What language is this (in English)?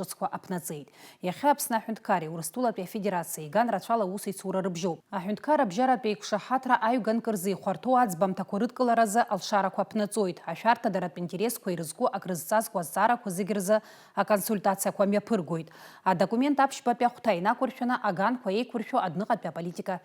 Abkhazian